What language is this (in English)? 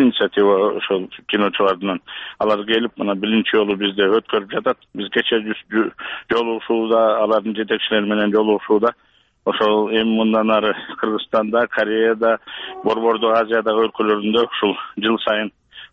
Kyrgyz